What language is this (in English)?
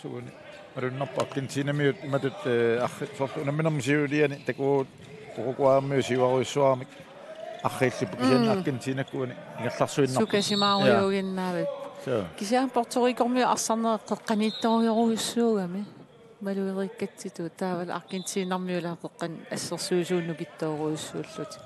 Kalaallisut